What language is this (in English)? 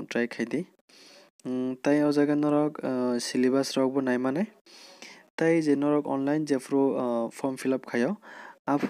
Kok Borok